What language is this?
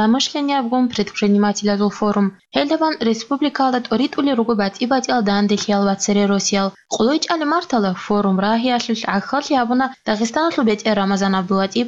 Avaric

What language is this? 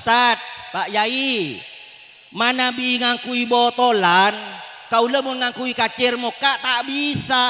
Madurese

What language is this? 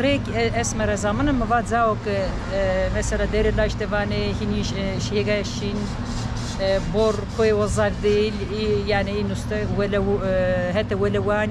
Zaza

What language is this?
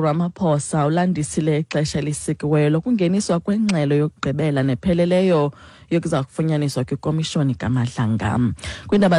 Xhosa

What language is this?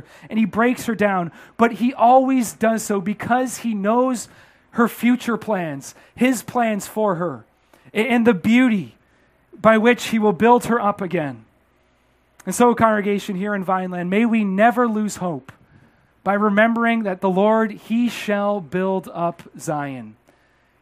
English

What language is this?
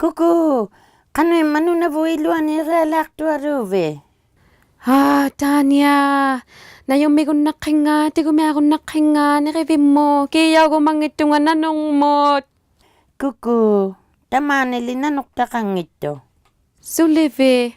Inuktitut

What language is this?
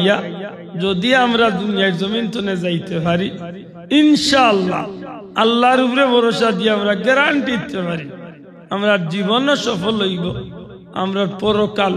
Sylheti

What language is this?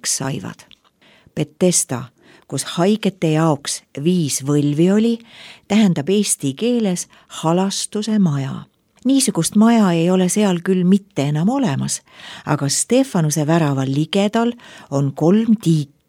Estonian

